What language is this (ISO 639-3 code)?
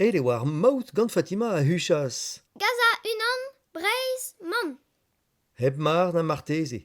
bre